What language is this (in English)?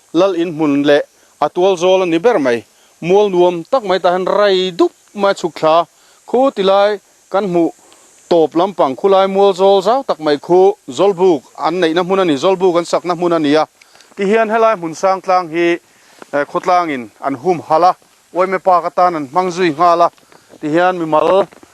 Mizo